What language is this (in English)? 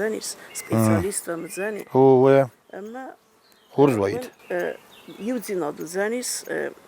Ossetic